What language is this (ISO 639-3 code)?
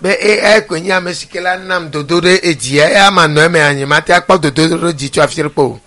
ewe